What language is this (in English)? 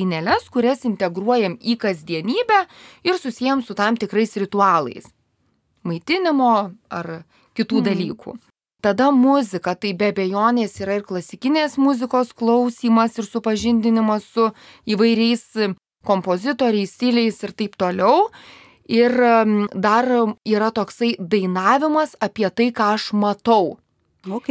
Lithuanian